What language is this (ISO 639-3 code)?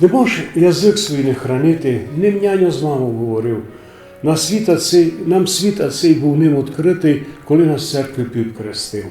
rue